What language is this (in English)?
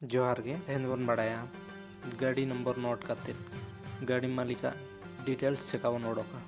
Santali